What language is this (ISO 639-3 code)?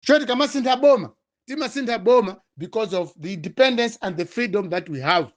nya